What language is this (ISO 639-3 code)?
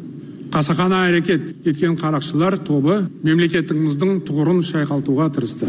kir